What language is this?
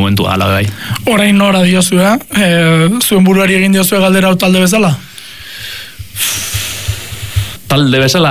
Basque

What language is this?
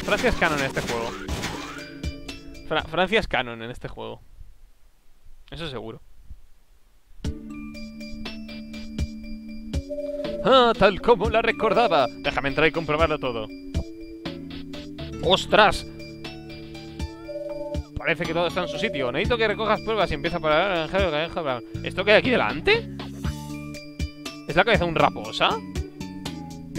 Spanish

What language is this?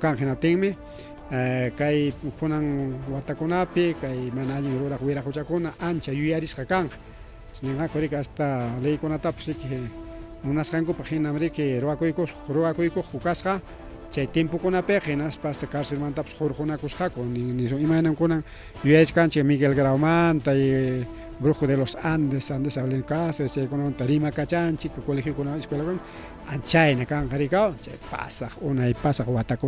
Ayacucho Quechua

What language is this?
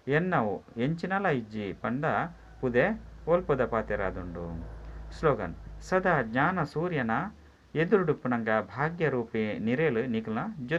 Tulu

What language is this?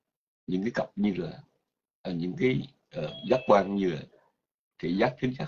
Vietnamese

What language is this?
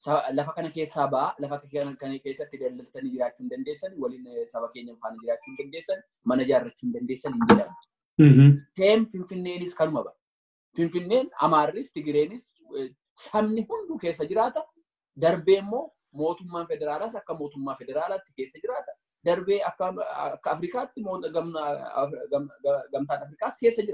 Oromo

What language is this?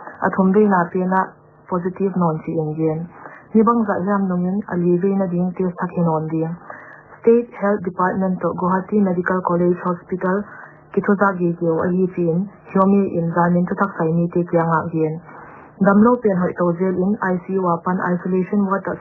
Paite Chin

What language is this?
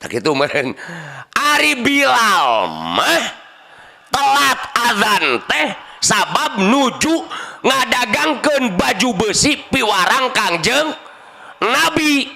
Sundanese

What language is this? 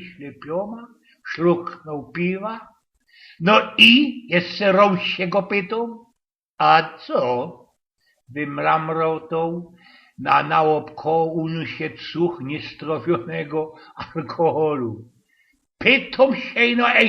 Silesian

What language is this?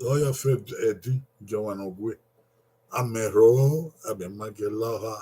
Bini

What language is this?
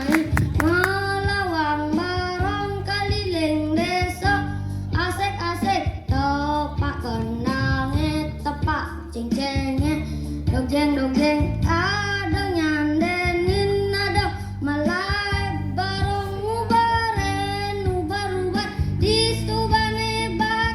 Balinese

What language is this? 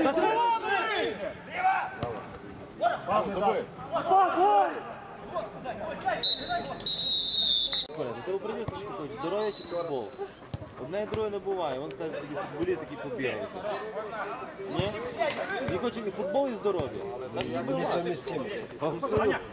Ukrainian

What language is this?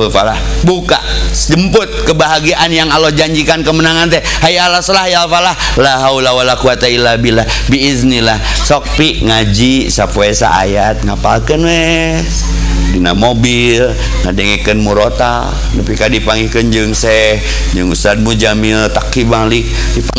Sundanese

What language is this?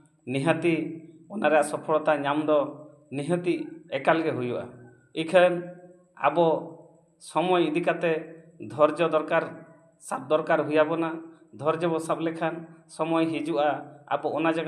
Santali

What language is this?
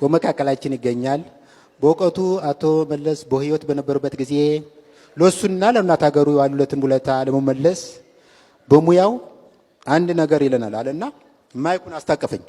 Amharic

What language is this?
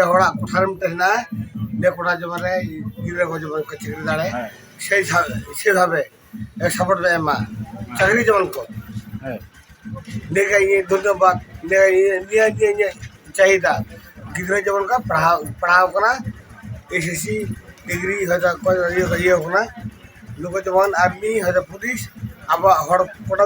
Santali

